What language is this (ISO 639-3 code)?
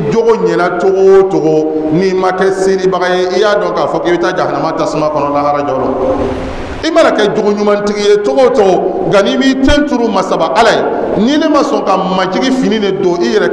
bam